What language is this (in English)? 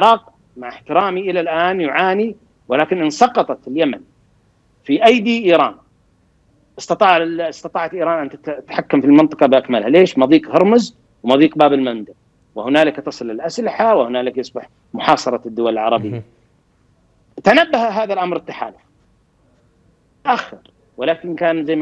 Arabic